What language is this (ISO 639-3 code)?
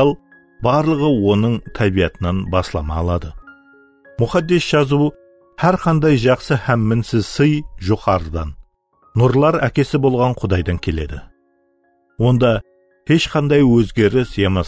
kaa